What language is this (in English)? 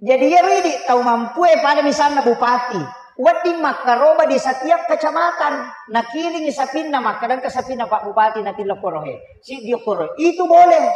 Buginese